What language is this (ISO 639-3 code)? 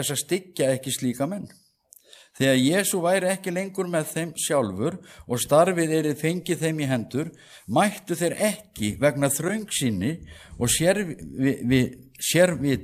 isl